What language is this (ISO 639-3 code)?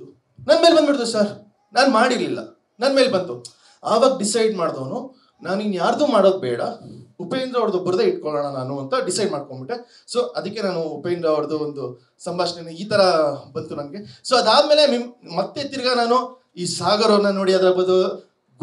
kan